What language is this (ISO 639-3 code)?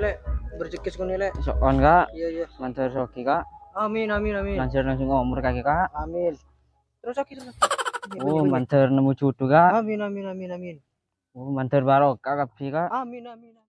mad